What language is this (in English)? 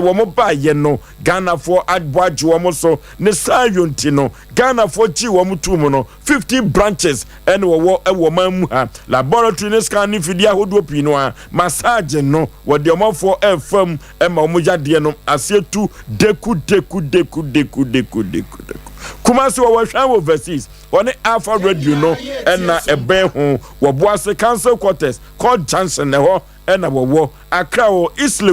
Akan